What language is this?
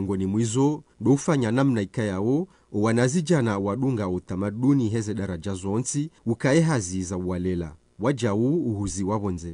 Ngazidja Comorian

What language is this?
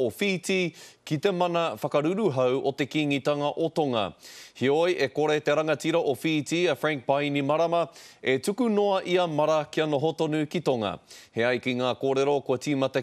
Māori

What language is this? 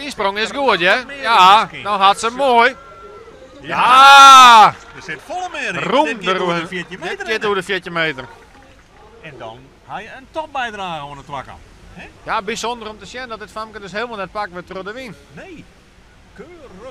Western Frisian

